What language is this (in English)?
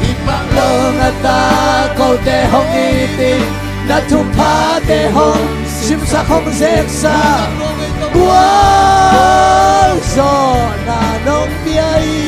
Tedim Chin